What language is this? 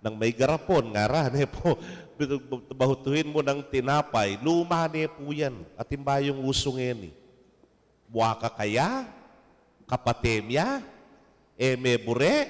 Pampanga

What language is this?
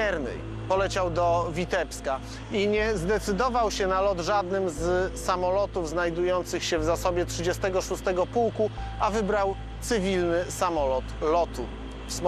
Polish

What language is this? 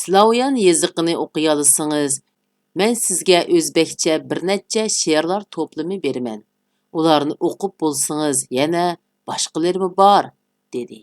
Uyghur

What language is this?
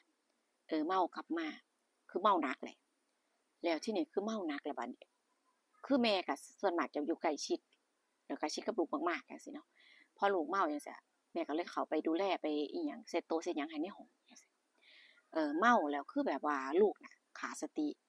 Northeastern Thai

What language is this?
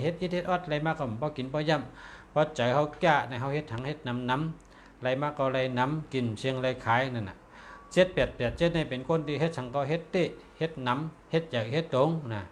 Shan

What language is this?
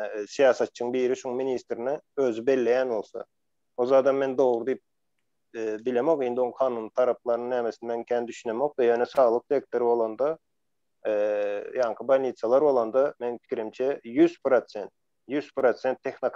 Turkmen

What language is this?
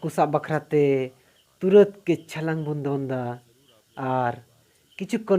Santali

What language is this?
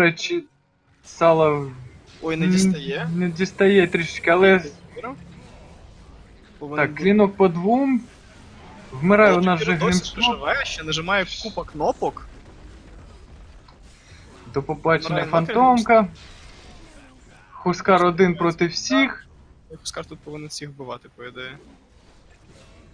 Ukrainian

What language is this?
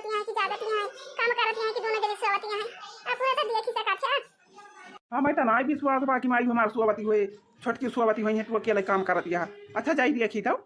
Awadhi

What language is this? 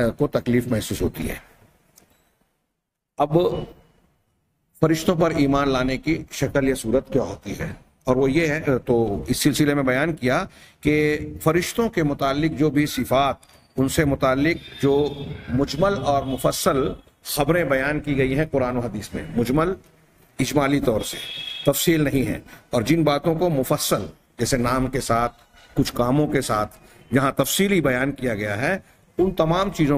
Urdu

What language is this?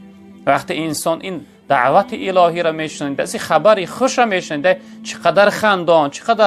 Tajik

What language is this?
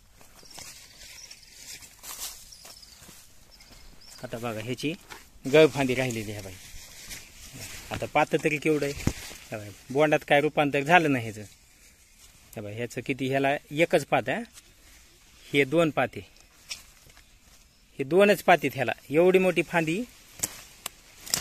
Marathi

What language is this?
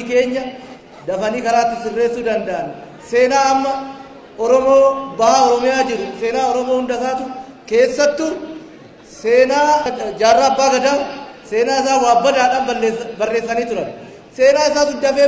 Oromo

